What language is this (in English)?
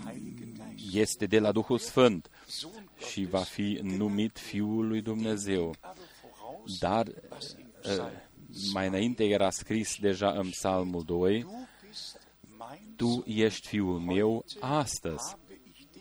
Romanian